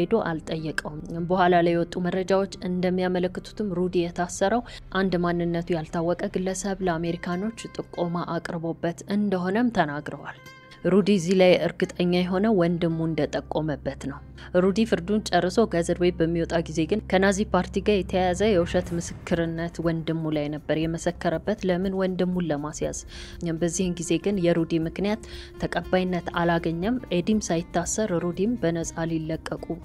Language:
Amharic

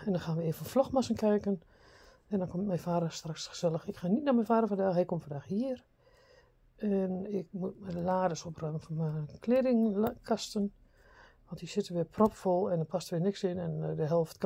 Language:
Dutch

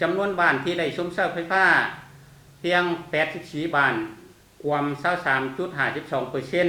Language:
Lao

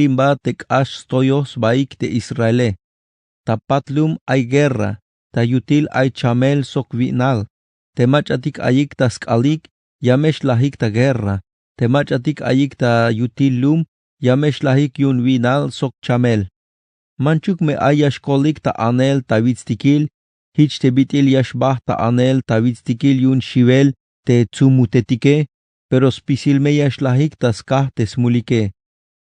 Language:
Tzeltal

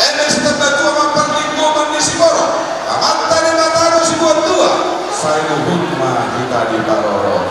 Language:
Batak Toba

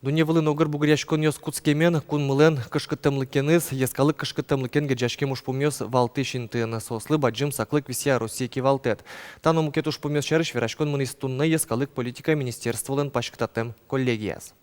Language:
Udmurt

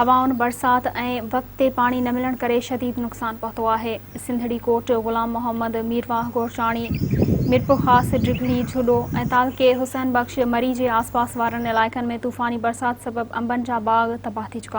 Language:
Sindhi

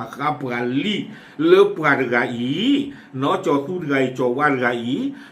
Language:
S'gaw Karen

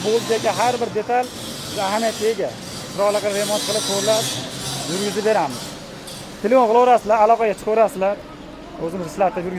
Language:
Uzbek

